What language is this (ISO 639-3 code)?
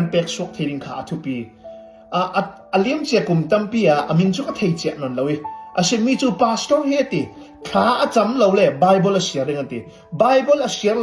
cfm